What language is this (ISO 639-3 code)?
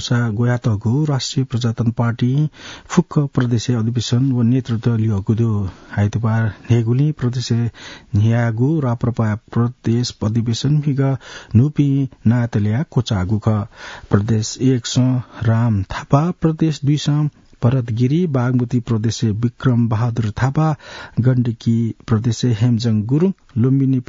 new